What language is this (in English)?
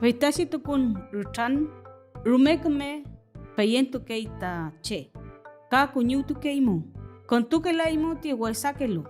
Mapuche